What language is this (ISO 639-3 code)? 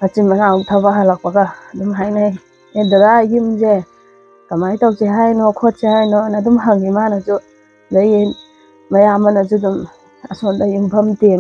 mni